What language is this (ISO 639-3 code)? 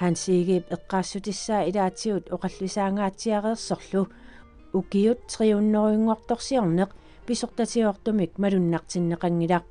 kal